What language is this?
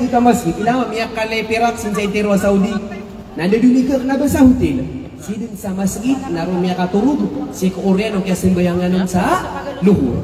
Maranao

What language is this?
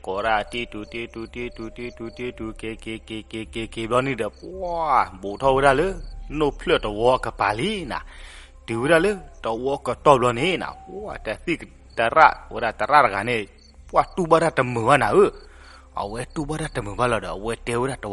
S'gaw Karen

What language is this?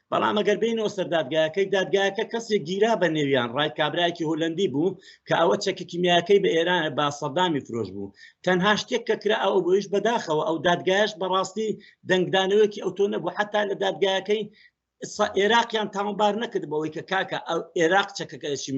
Central Kurdish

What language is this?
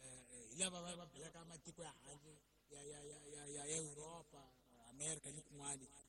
Tsonga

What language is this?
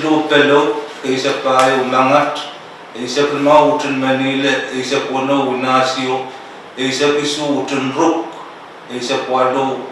Pohnpeian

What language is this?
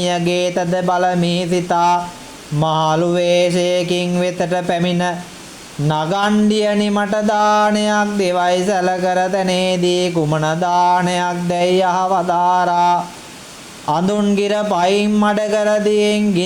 Sinhala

